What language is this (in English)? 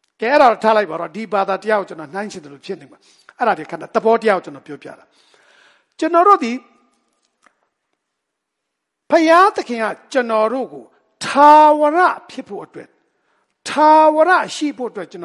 Burmese